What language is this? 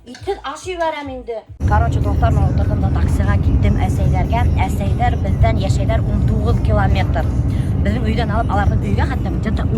Bashkir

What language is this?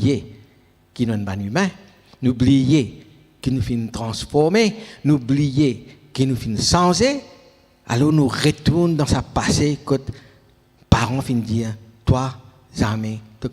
Morisyen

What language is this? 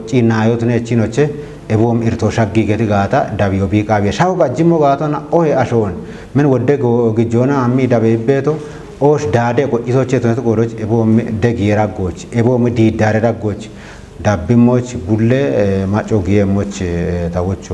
Kafa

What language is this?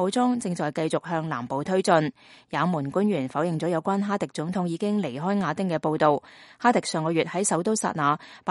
Cantonese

